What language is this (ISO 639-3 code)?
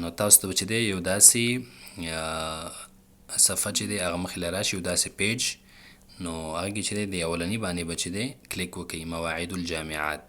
pus